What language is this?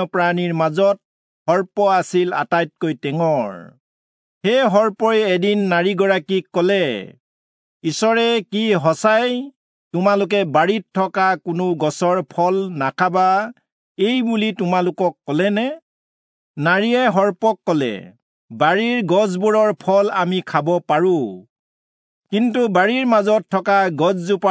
Assamese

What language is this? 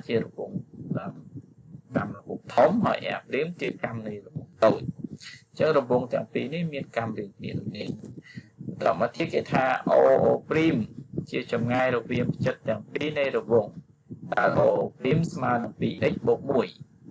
Khmer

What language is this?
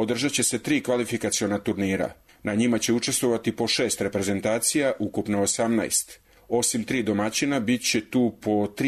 Serbian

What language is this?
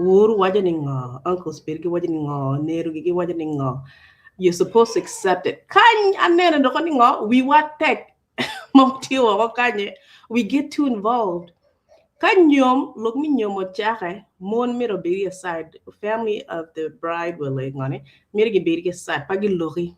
Acoli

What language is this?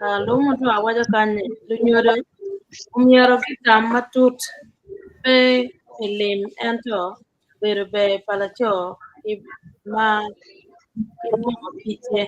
Acoli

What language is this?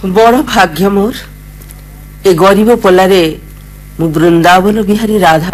Odia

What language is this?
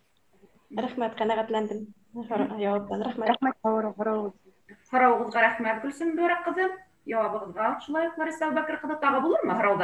Bashkir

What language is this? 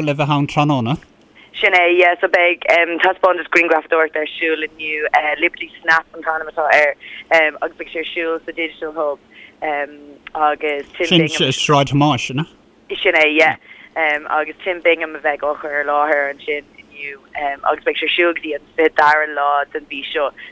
Irish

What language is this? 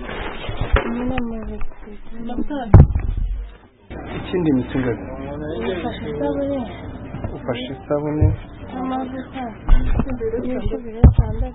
Kinyarwanda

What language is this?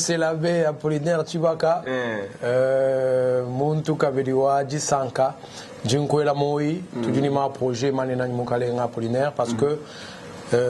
Luba-Lulua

